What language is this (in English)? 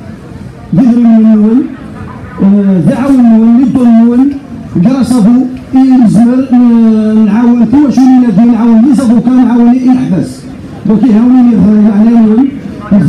Kabyle